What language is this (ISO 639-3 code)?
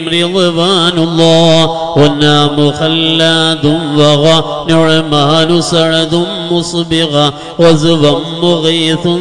mal